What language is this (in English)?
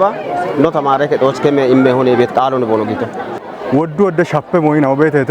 Kafa